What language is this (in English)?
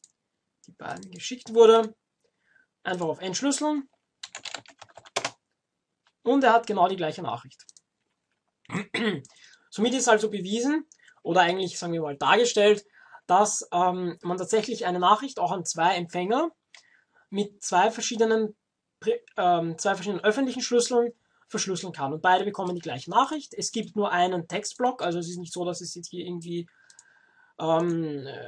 German